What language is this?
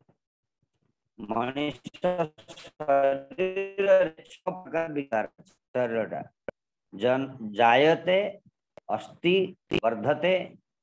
Odia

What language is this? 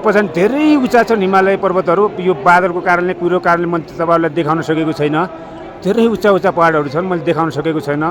Nepali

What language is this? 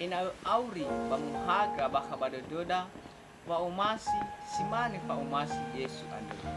Nias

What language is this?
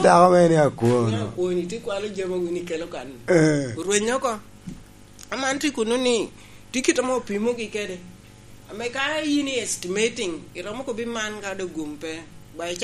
Lango (Uganda)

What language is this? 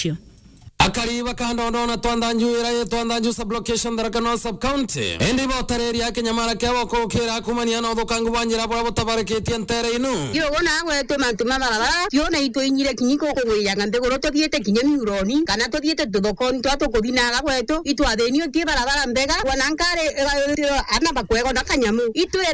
Meru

